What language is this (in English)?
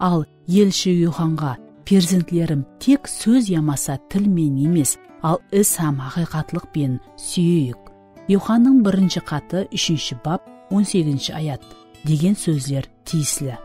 Kara-Kalpak